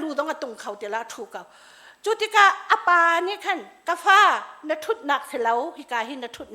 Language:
Hakha Chin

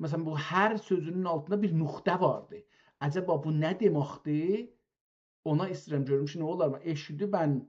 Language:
South Azerbaijani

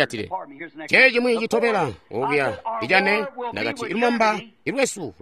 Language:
Tonga (Zambia)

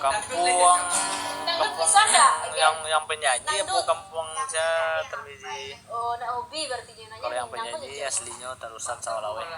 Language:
Minangkabau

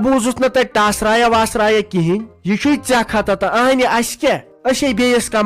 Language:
Kashmiri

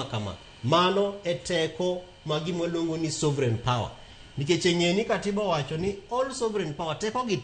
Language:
Luo (Kenya and Tanzania)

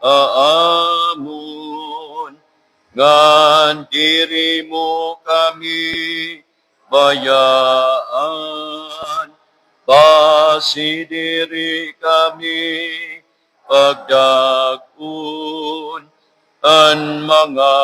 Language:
Waray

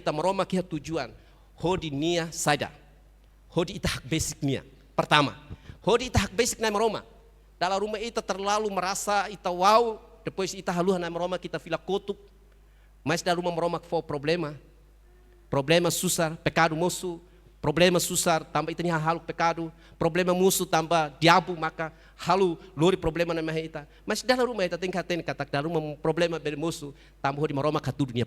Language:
Tetum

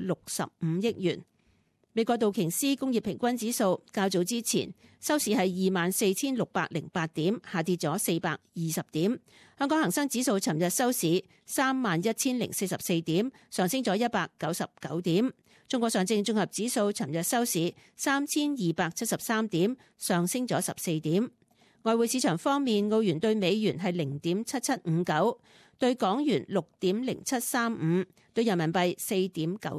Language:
Cantonese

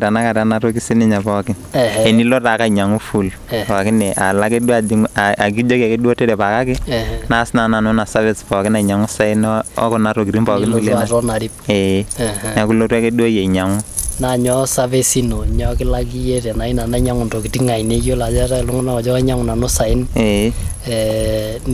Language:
Masai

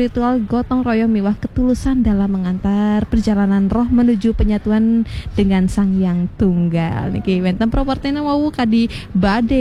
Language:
Balinese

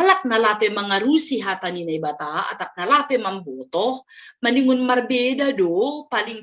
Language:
Batak Simalungun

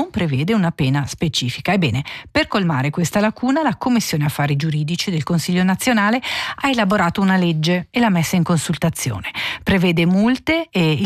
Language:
Italian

